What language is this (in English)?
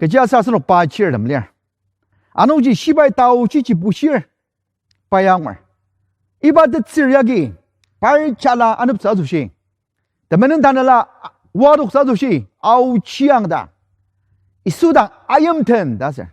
Ao Naga